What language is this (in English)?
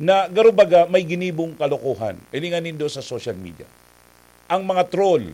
Bikol